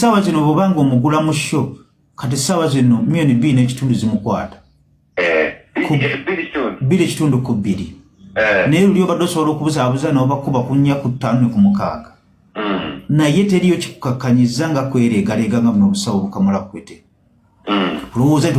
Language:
Ganda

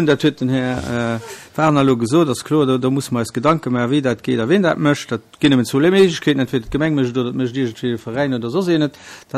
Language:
Luxembourgish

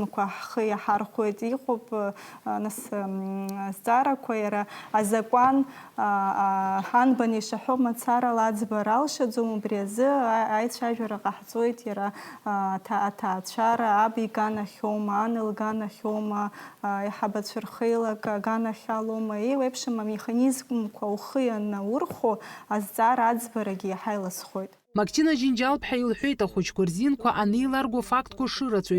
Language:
Abkhazian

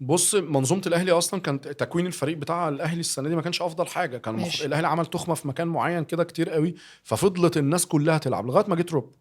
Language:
Egyptian Arabic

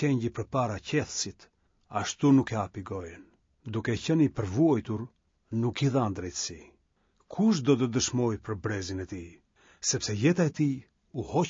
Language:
Albanian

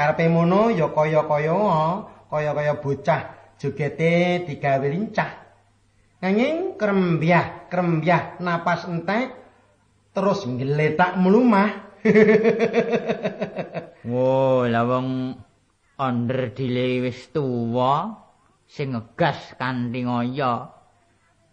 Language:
Javanese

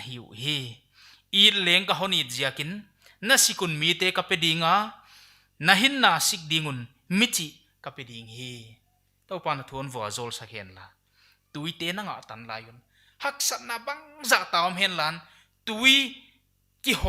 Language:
Paite Chin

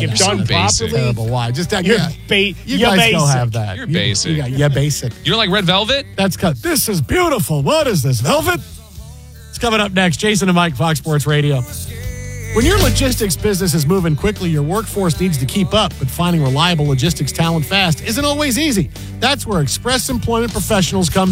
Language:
English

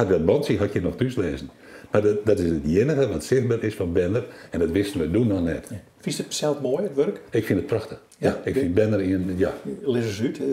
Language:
Western Frisian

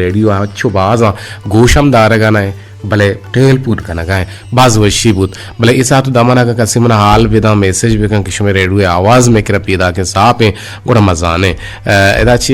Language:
Eastern Balochi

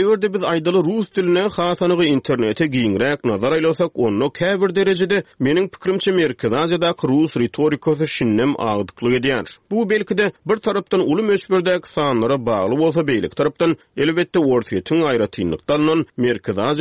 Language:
Turkmen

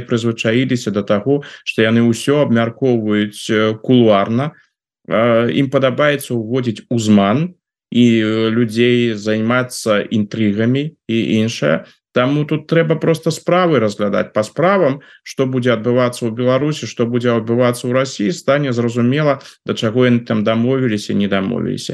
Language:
Belarusian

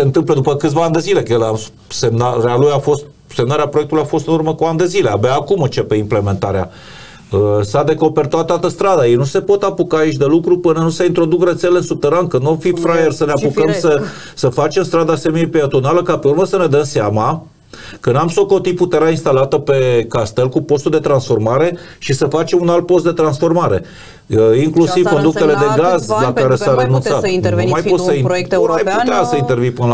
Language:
Romanian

